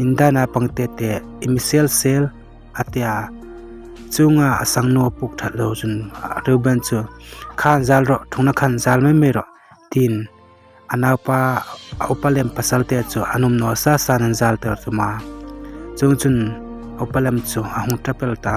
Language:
Hmar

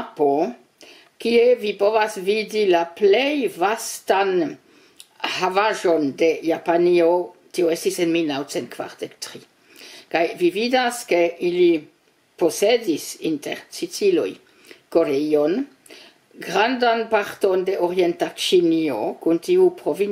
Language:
Esperanto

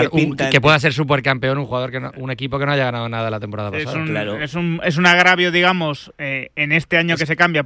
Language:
Spanish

